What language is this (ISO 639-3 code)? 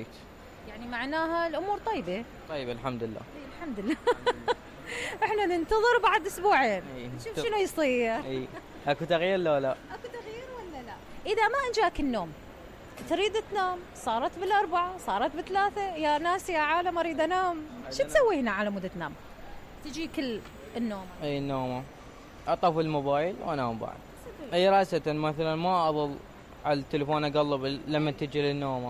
acm